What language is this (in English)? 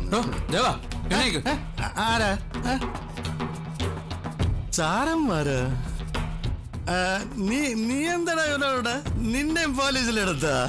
Malayalam